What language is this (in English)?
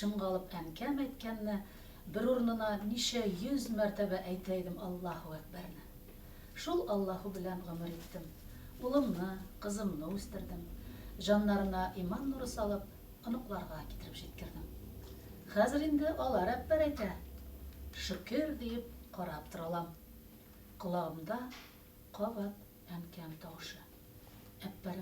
Tatar